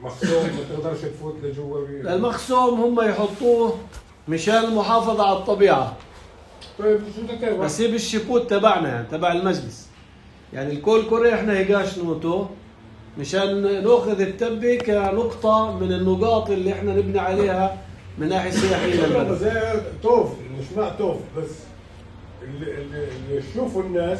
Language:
North Levantine Arabic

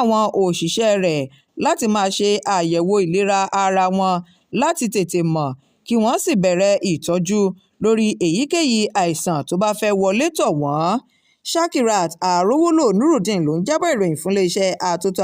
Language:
Yoruba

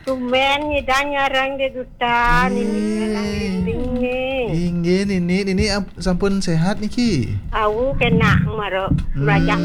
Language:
Balinese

